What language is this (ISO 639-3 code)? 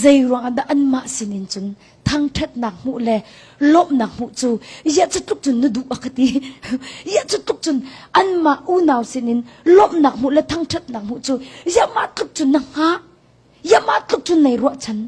cnh